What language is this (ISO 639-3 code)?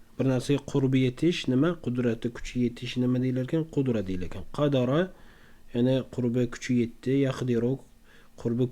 uzb